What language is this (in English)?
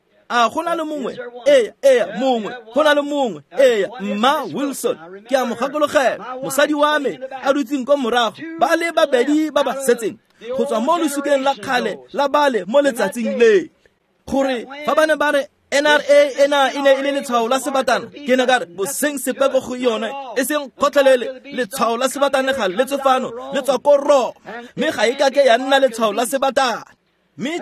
Tswana